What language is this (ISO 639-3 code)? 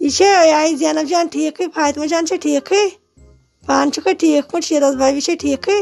kas